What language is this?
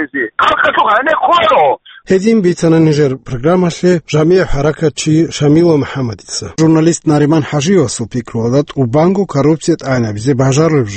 Avaric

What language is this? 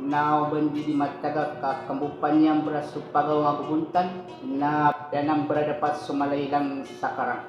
Maranao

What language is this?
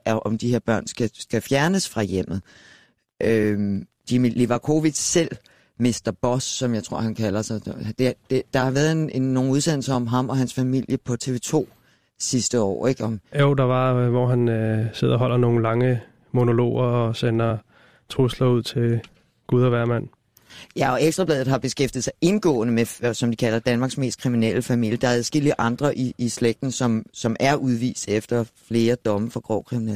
Danish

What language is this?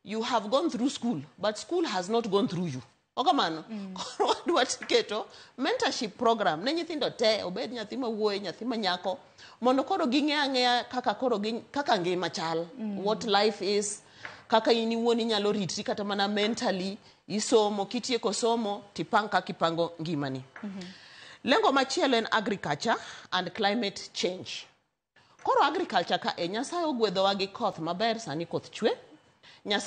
Luo (Kenya and Tanzania)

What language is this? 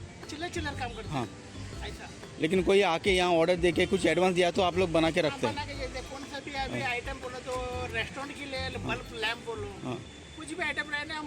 Konkani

